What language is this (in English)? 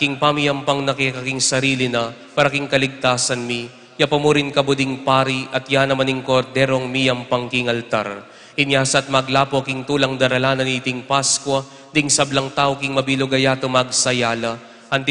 Pampanga